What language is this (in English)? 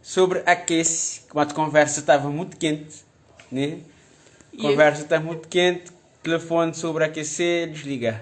Kabuverdianu